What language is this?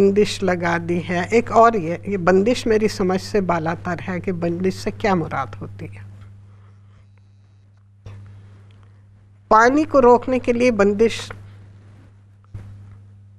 Urdu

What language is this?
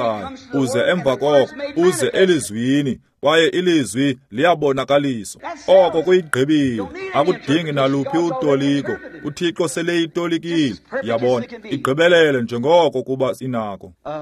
Xhosa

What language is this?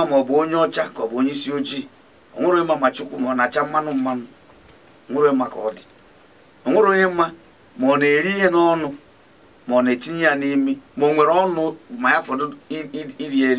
Igbo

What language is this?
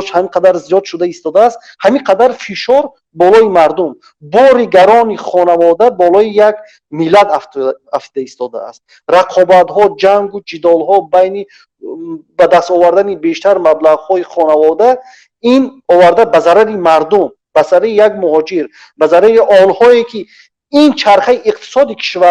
Tajik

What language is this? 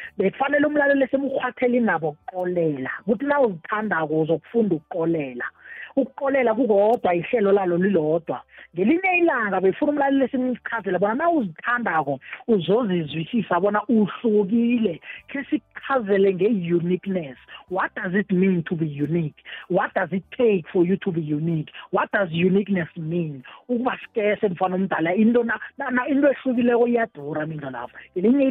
South Ndebele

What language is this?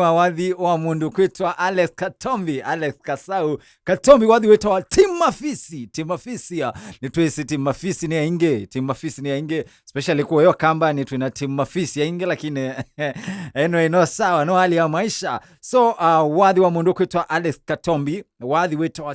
Kamba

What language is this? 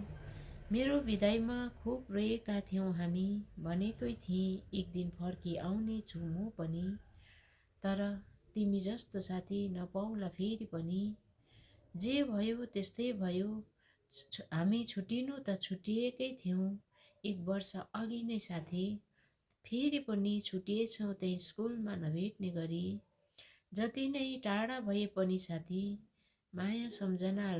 Nepali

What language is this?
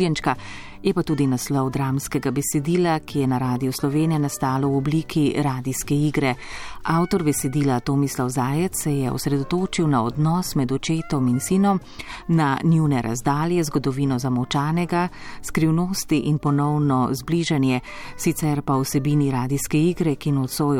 Slovenian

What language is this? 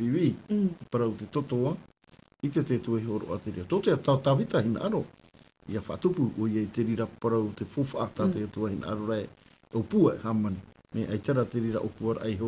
Tahitian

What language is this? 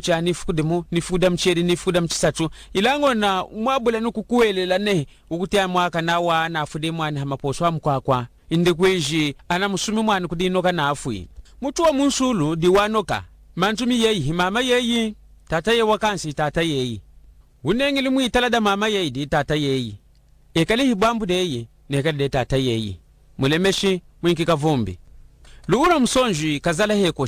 Lunda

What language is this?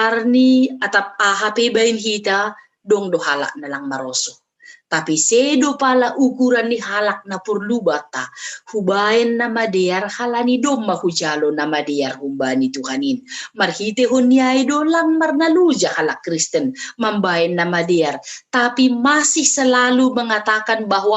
Batak Simalungun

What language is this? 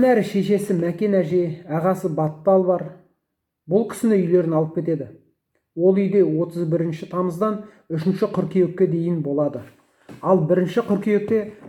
Kazakh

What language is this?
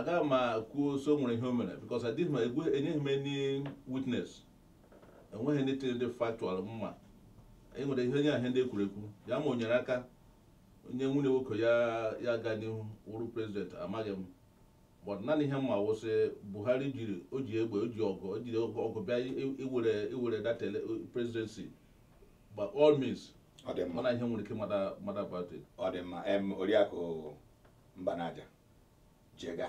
Igbo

